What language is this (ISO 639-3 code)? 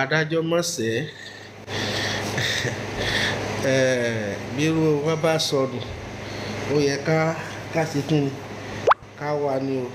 yor